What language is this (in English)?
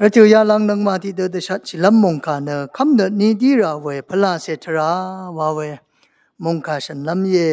Rawang